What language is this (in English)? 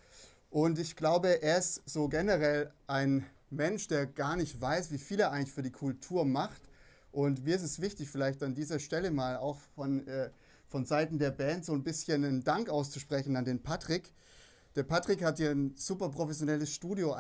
German